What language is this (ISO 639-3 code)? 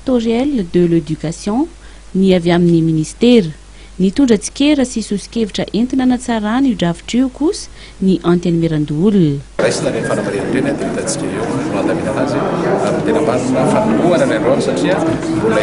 mlg